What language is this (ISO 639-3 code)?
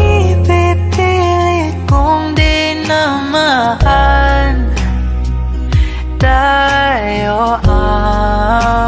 fil